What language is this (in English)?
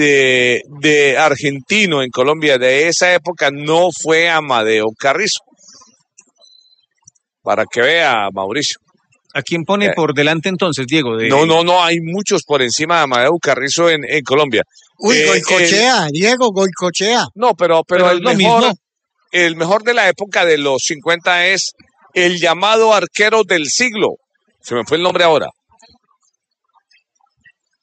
Spanish